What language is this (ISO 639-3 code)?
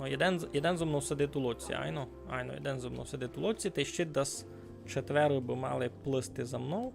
rue